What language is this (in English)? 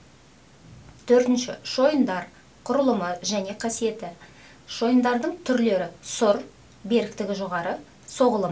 Kazakh